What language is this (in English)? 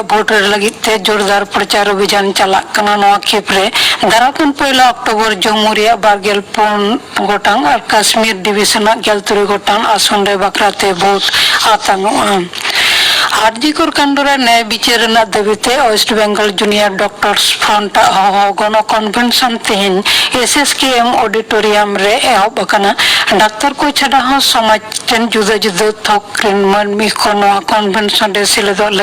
Santali